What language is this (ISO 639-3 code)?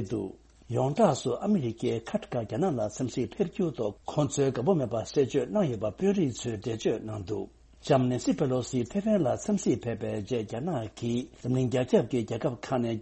bod